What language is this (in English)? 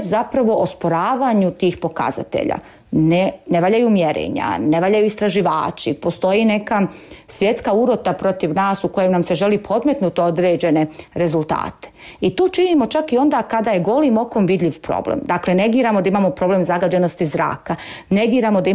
Croatian